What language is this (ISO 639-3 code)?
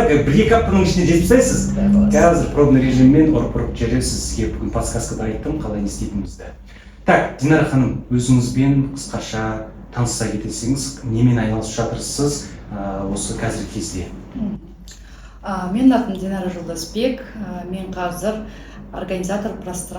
kaz